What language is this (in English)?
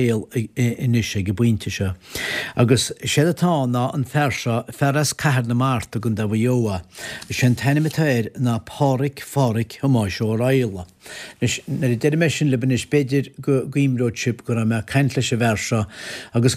Irish